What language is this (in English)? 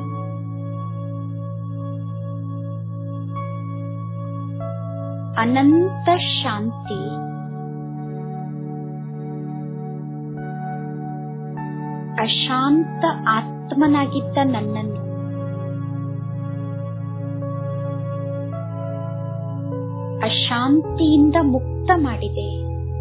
Kannada